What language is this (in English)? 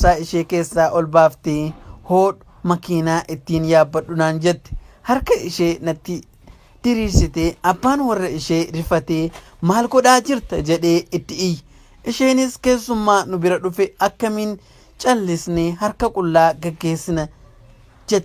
Oromo